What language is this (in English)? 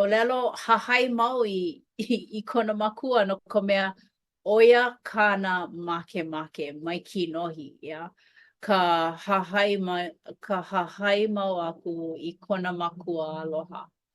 Hawaiian